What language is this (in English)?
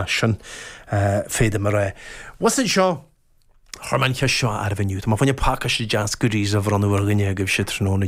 Irish